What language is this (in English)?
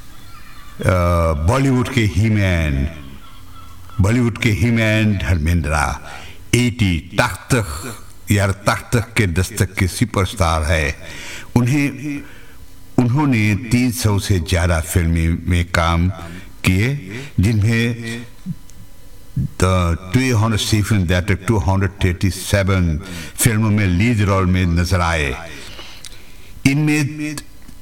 Hindi